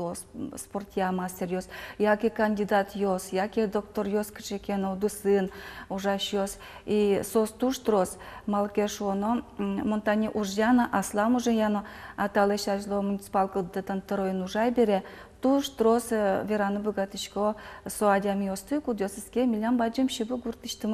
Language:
Udmurt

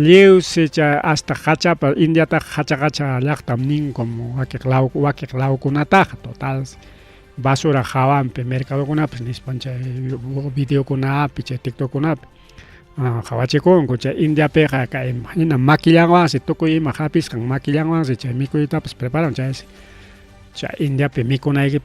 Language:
Ayacucho Quechua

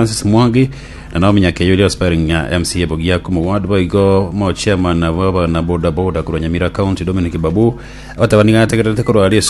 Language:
Gusii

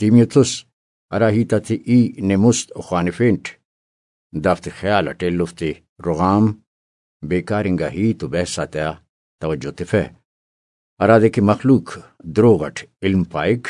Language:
Brahui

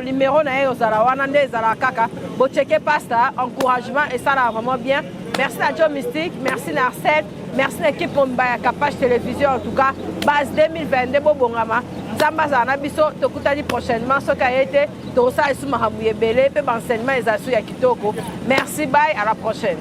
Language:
Lingala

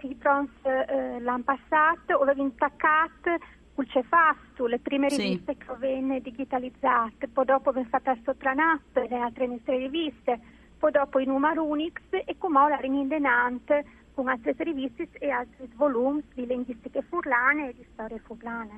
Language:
Friulian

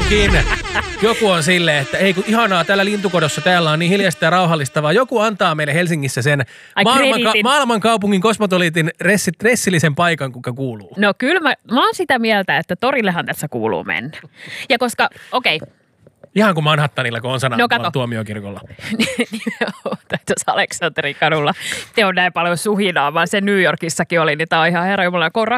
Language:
Finnish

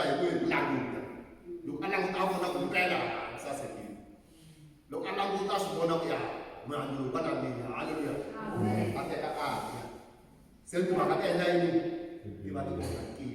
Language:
Tsonga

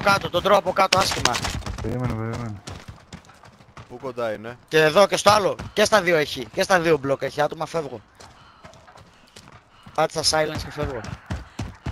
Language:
Greek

